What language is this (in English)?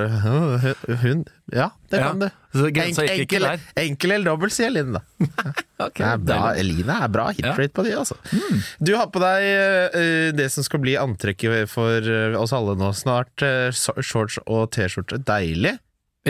Norwegian